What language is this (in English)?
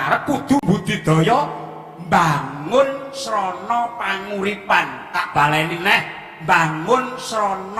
Javanese